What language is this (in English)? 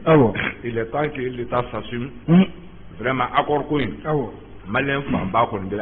Bambara